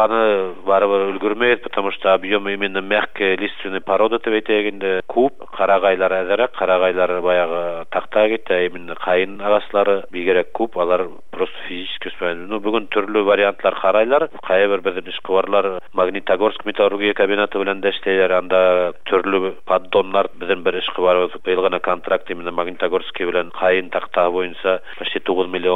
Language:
Bashkir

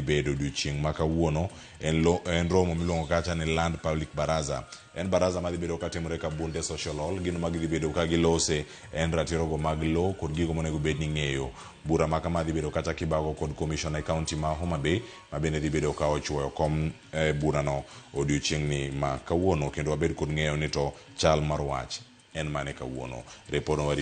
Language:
Luo (Kenya and Tanzania)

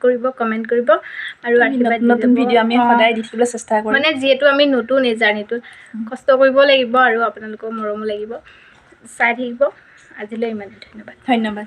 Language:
Assamese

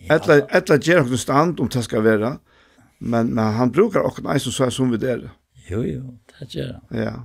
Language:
Faroese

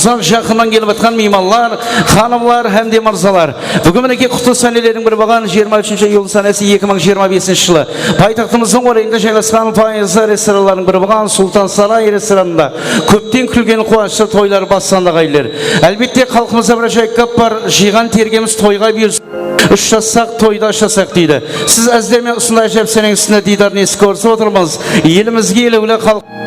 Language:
Kara-Kalpak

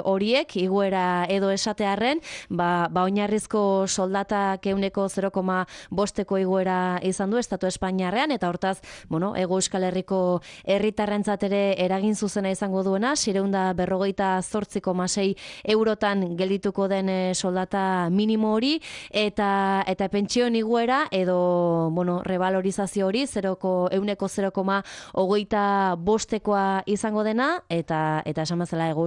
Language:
Basque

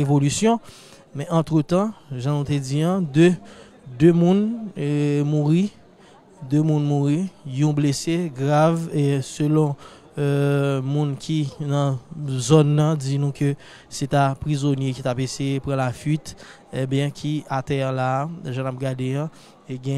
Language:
Haitian Creole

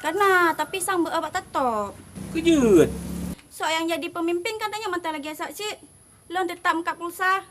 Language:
Achinese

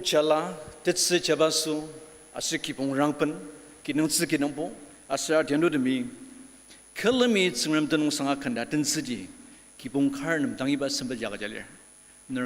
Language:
Ao Naga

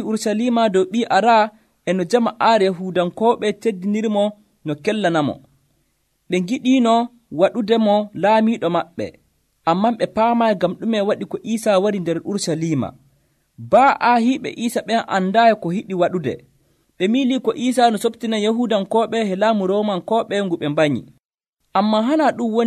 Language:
Nigerian Fulfulde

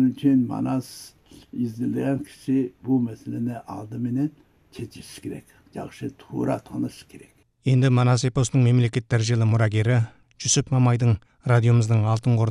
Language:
Kyrgyz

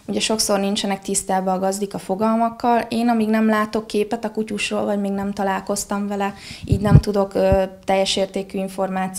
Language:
Hungarian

